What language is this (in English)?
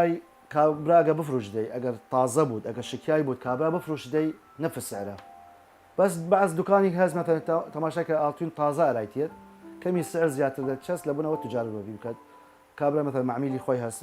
Southern Kurdish